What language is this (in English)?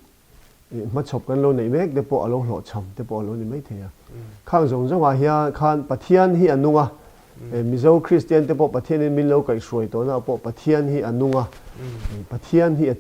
Mizo